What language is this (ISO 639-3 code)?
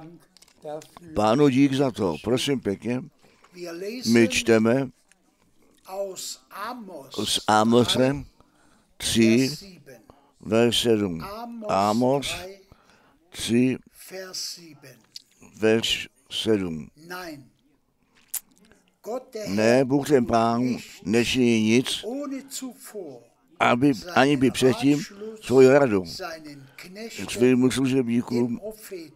ces